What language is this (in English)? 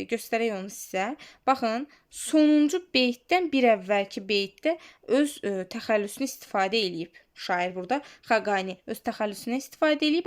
Azerbaijani